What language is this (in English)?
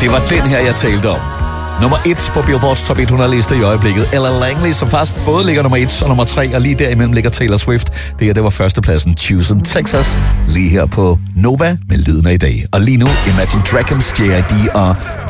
Danish